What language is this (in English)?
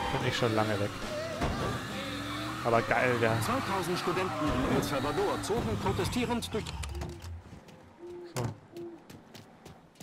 German